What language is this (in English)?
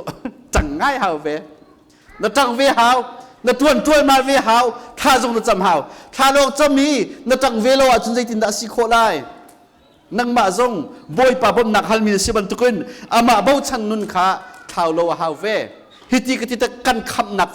Hakha Chin